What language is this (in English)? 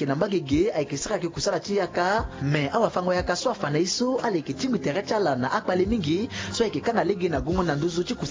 Sango